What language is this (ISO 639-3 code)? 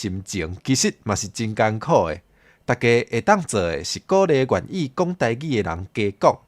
nan